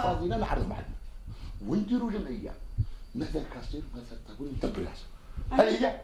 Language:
Algerian Arabic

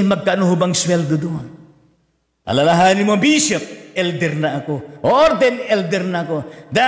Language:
Filipino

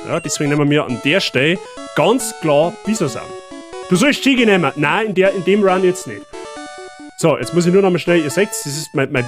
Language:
Bavarian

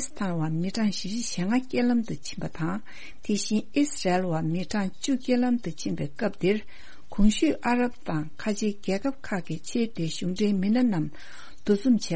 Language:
Tibetan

